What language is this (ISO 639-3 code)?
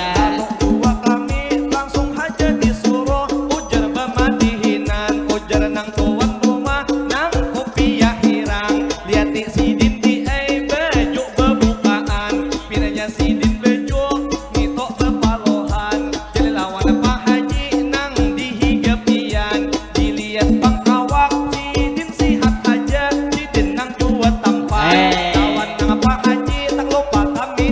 bjn